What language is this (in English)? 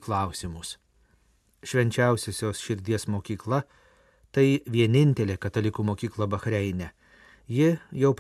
Lithuanian